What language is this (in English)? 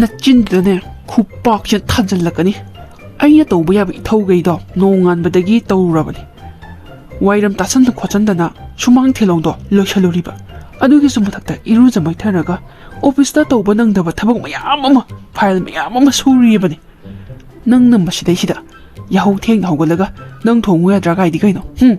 Manipuri